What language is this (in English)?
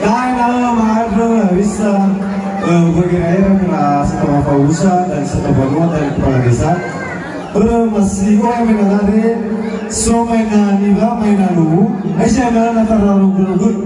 Nias